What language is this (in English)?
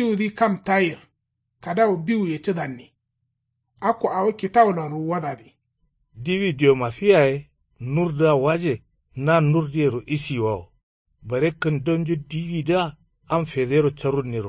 Kanuri